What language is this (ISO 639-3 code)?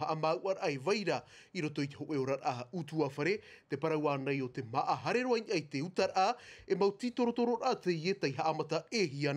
tah